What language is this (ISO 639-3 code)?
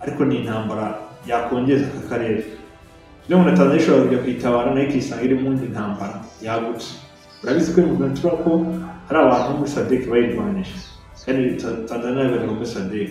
kin